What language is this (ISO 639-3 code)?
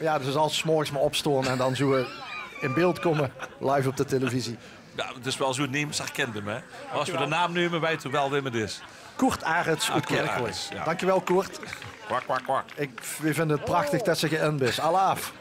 lim